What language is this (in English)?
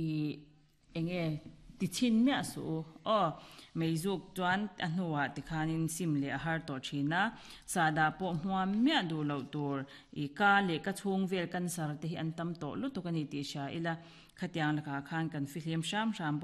Mizo